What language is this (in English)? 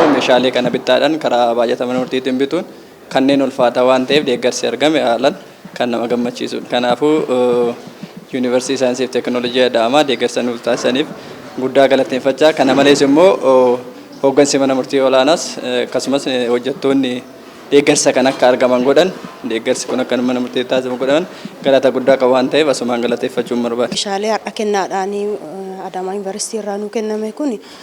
Oromo